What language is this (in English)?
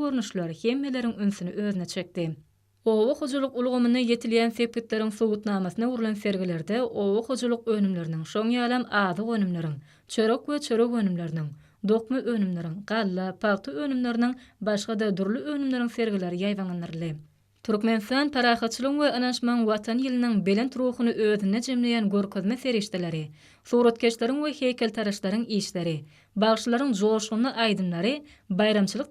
Turkmen